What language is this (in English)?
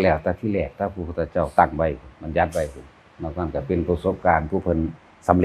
Northeastern Thai